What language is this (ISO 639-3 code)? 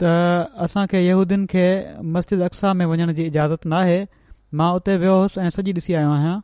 snd